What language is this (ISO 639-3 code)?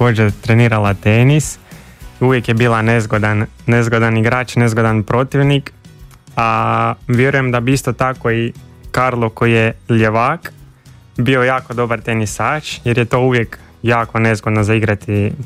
hrv